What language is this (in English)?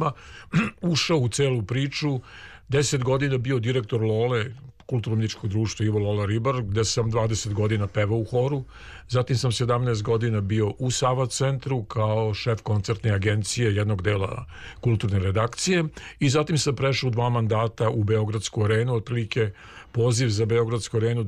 Serbian